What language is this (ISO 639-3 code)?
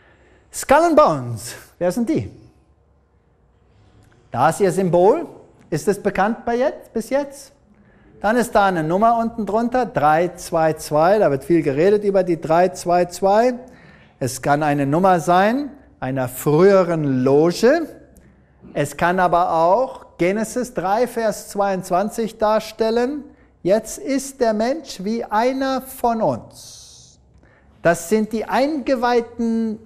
deu